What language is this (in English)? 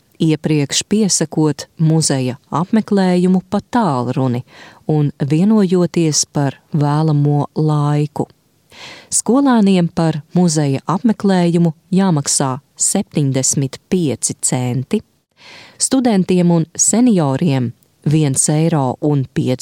Latvian